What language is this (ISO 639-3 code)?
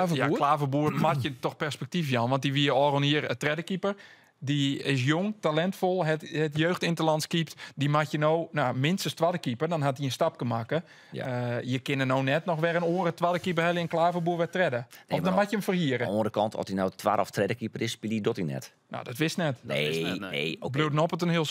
fry